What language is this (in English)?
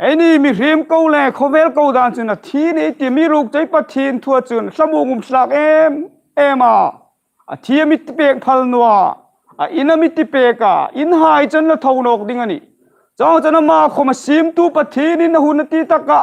Hmar